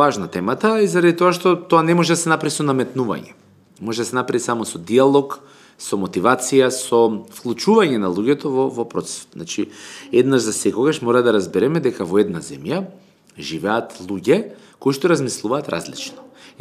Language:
Macedonian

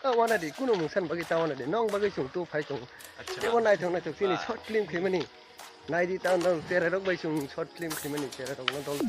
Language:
Kok Borok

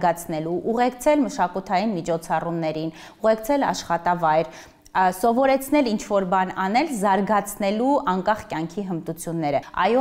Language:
Armenian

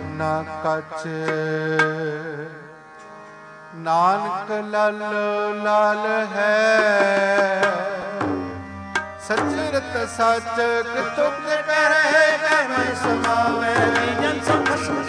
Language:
Punjabi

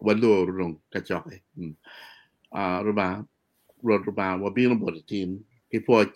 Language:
Acoli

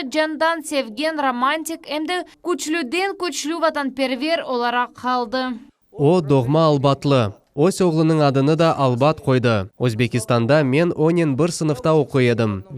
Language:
Crimean Tatar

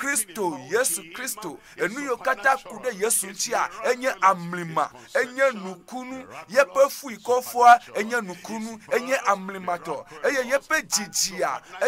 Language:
Ewe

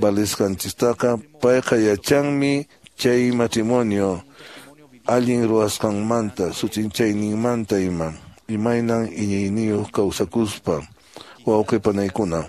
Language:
Quechua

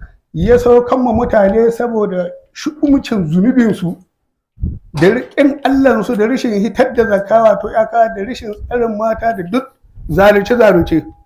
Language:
Hausa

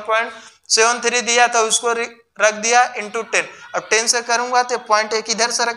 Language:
Hindi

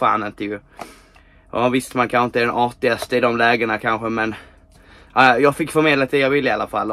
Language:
Swedish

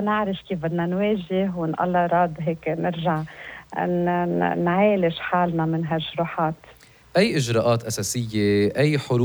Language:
North Levantine Arabic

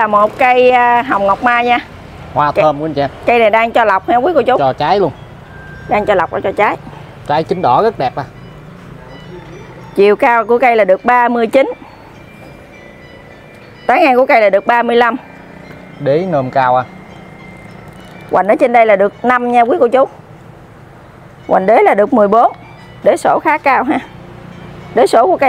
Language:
Vietnamese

